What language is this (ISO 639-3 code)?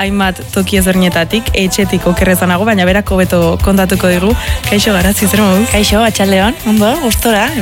eus